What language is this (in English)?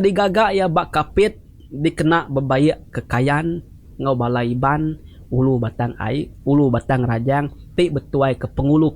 Iban